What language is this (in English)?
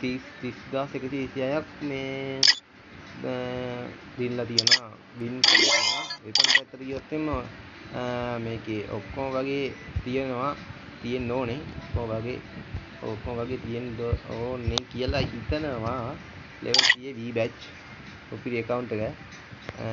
Sinhala